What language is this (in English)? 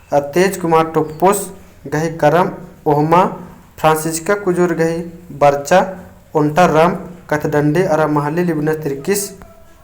Kurukh